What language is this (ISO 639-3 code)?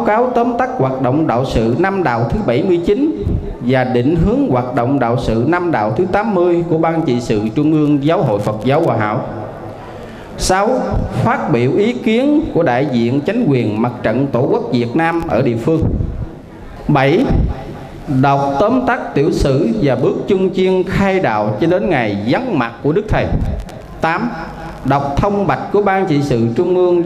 vie